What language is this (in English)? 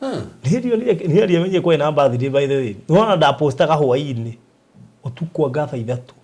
Kikuyu